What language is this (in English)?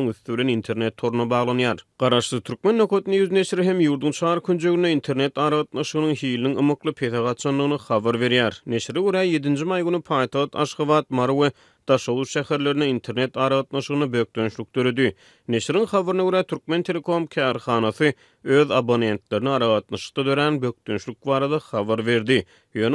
Turkmen